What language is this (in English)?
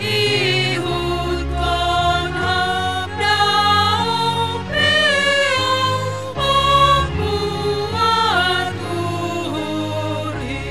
Batak Simalungun